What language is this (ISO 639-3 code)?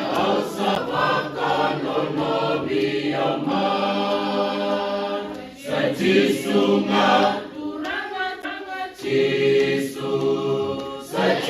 fij